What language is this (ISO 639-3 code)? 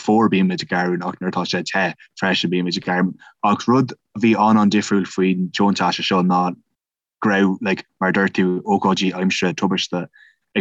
gle